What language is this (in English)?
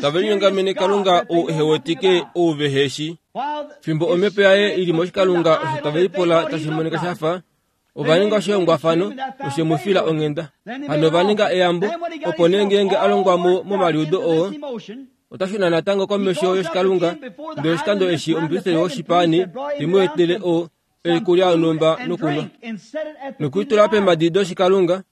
Kuanyama